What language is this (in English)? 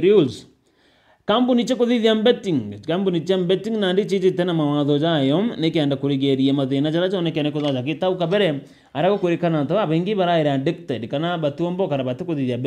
Meru